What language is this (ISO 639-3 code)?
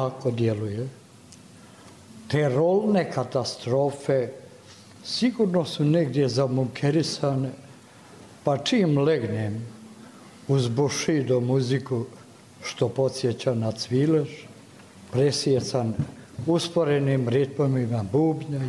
bos